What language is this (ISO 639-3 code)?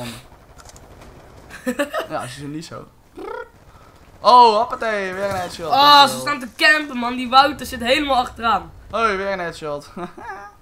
nld